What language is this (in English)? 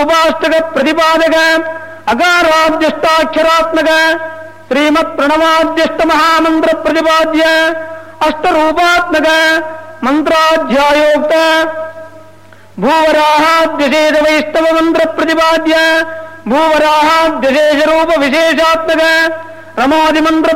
Sanskrit